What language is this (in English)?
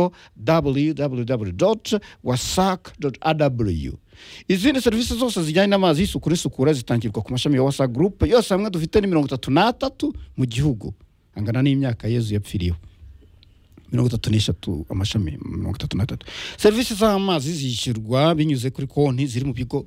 Kinyarwanda